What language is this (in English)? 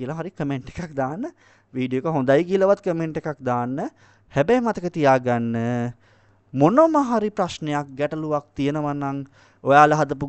Sinhala